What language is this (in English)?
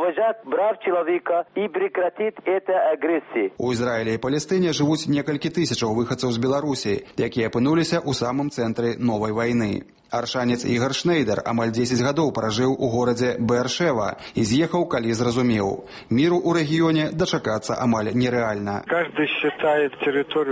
Belarusian